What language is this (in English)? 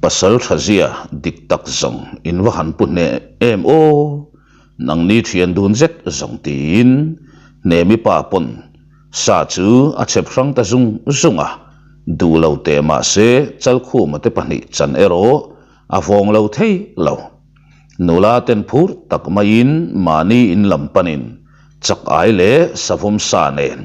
Mizo